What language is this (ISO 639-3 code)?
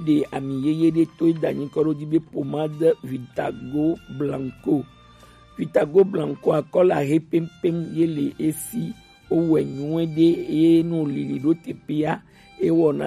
gej